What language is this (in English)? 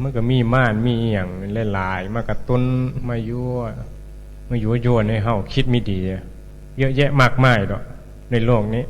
Northeastern Thai